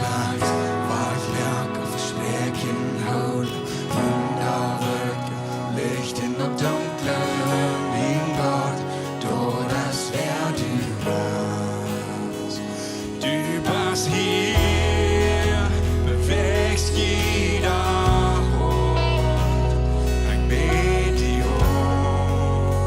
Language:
Plautdietsch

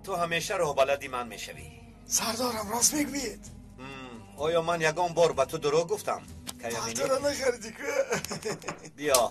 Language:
Tajik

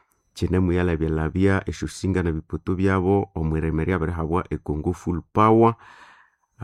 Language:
Nande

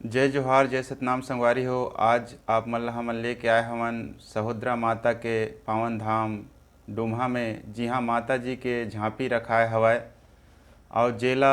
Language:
Chhattisgarhi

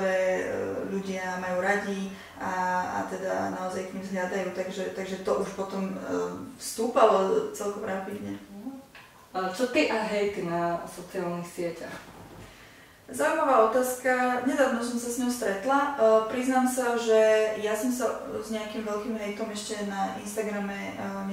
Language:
Slovak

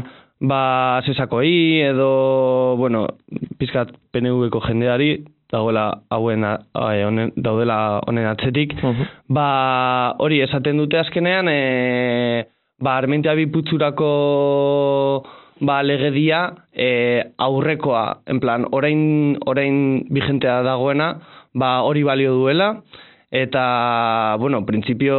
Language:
Basque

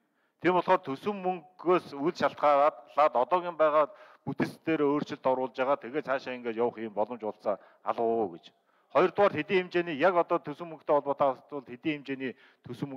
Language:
Mongolian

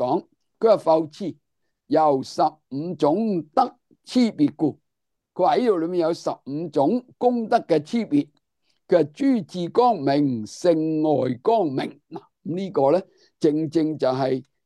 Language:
Cantonese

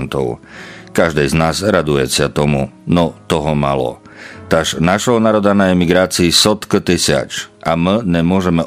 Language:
Slovak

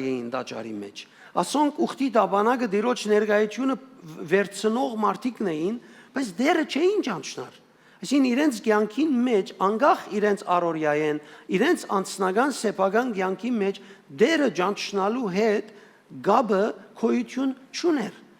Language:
Western Armenian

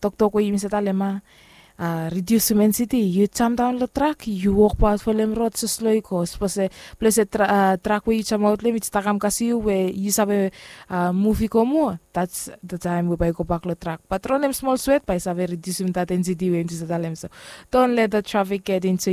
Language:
Bislama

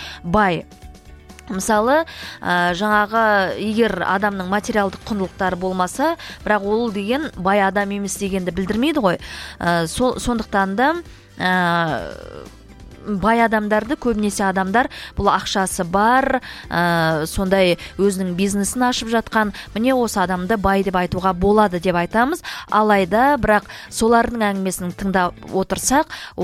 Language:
Kazakh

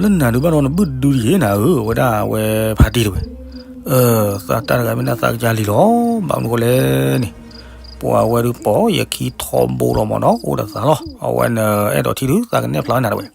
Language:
S'gaw Karen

